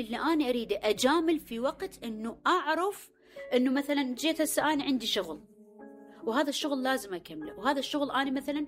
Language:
Mesopotamian Arabic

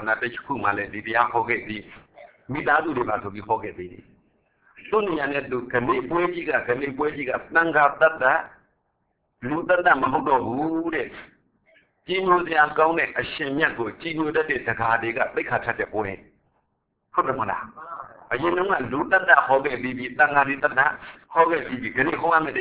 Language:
Burmese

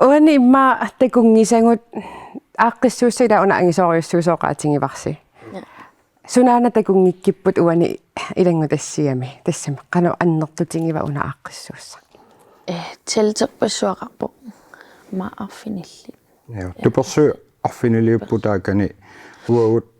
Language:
Kalaallisut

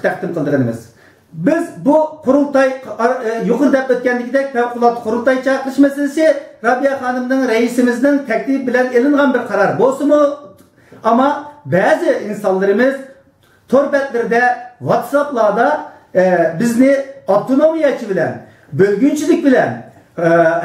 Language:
Uyghur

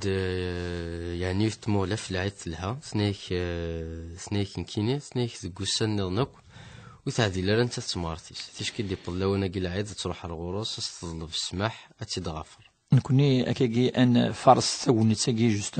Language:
Kabyle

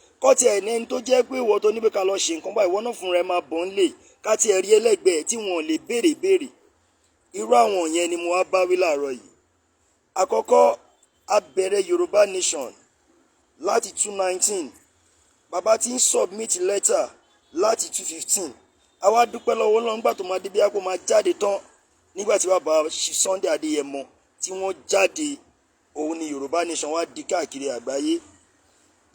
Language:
Yoruba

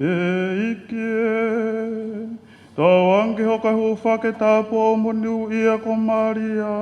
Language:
Tongan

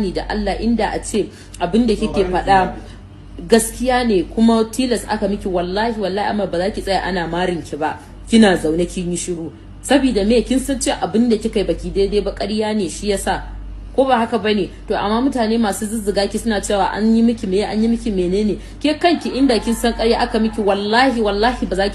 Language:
Hausa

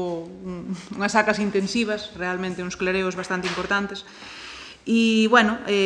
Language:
Galician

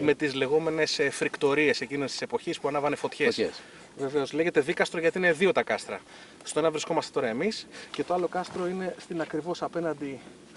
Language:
Greek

